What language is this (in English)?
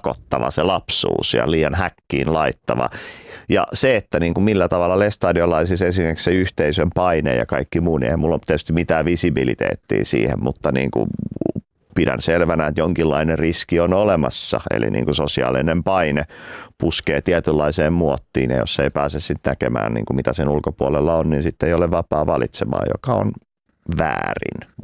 Finnish